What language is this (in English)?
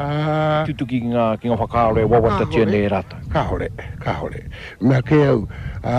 Māori